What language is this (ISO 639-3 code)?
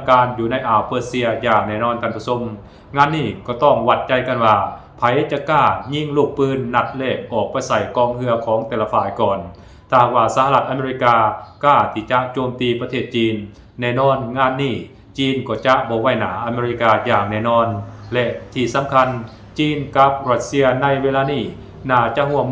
lao